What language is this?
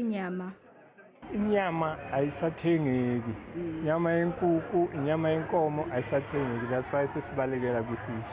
Zulu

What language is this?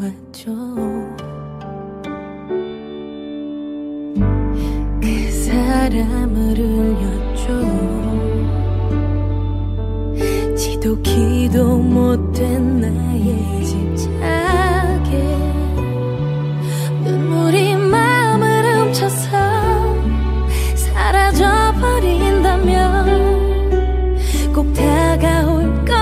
Korean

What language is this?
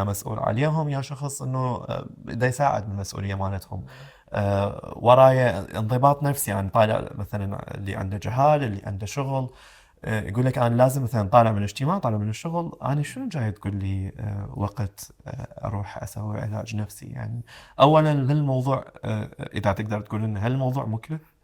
Mesopotamian Arabic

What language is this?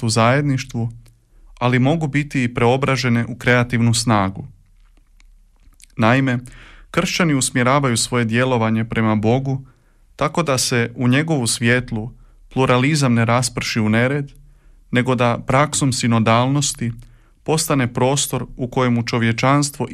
Croatian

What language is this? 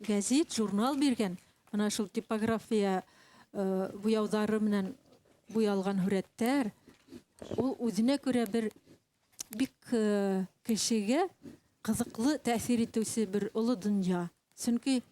Bashkir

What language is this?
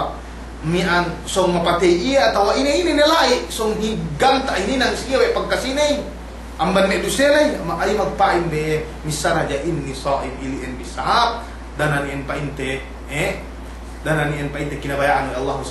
Yakan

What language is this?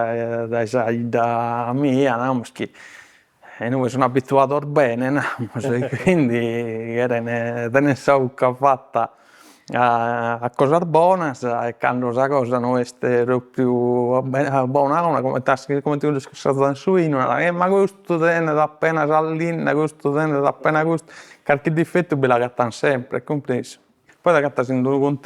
Sardinian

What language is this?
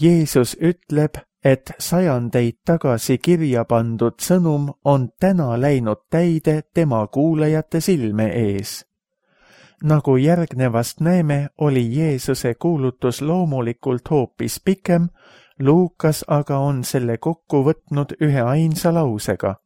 Estonian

